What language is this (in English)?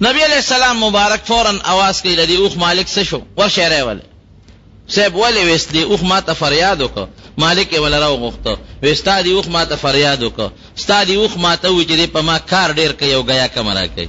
Pashto